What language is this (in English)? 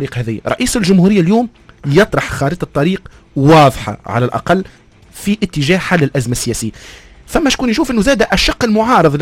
Tunisian Arabic